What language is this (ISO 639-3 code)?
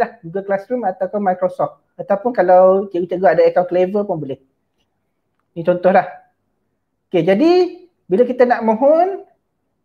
msa